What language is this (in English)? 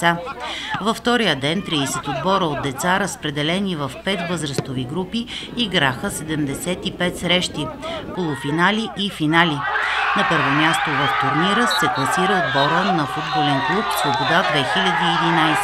Bulgarian